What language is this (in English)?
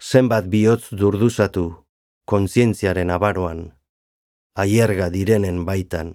Basque